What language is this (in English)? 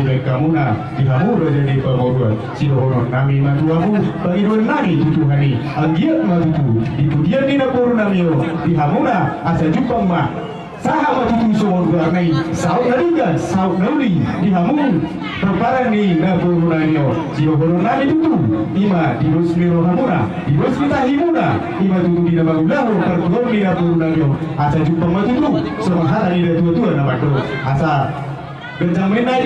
Batak Toba